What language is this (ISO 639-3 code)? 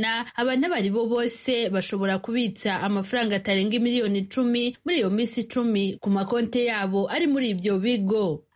kin